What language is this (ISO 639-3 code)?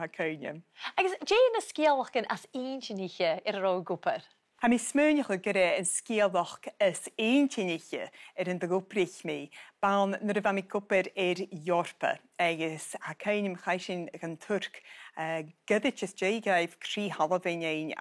gla